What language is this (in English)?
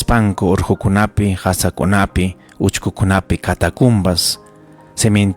Ayacucho Quechua